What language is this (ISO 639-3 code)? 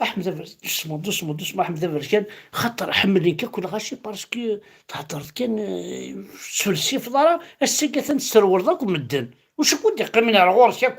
kab